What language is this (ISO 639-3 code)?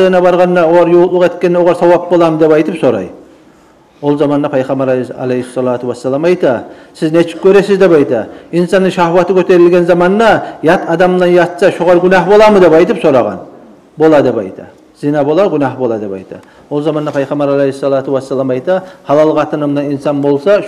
kum